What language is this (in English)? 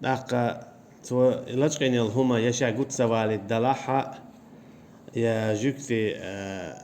Chechen